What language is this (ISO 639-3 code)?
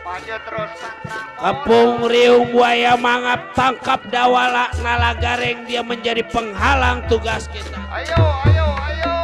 bew